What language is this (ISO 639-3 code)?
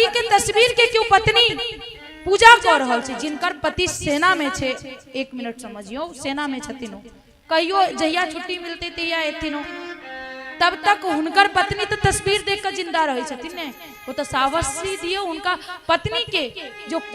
mai